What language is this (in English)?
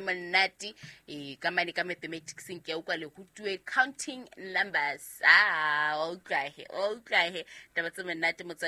Southern Sotho